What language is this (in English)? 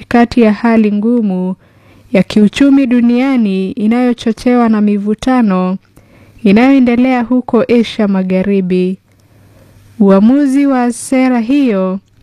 Swahili